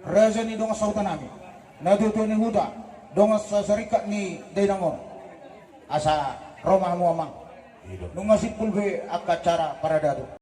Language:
Batak Toba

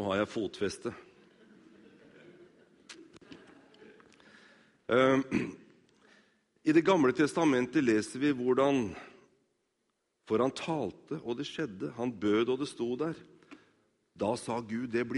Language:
Norwegian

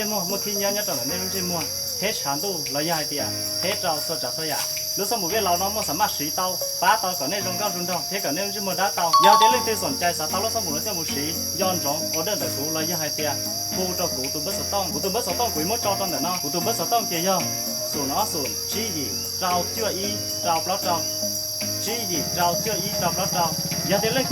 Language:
Hmong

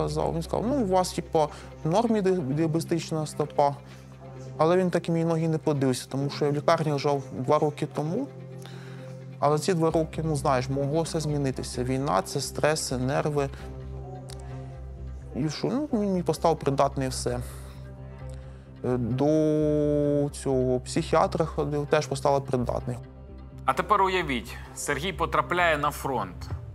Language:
Ukrainian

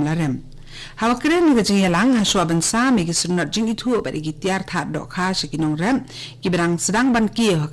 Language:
Khasi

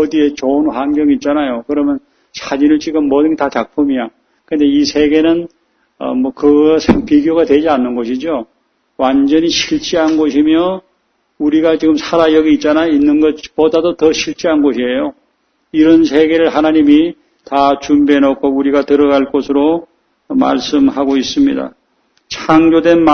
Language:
Korean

